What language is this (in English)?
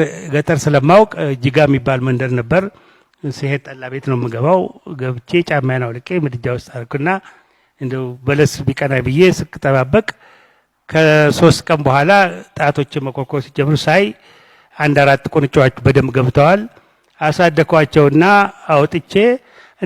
Amharic